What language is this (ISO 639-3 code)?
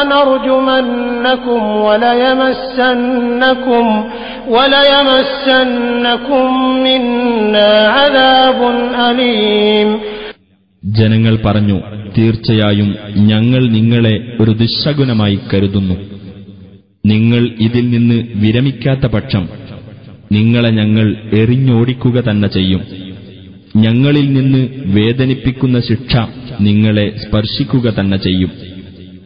mal